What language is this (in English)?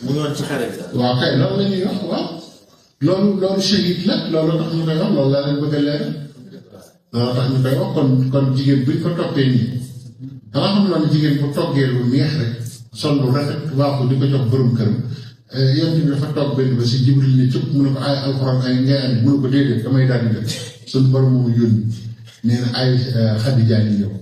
Wolof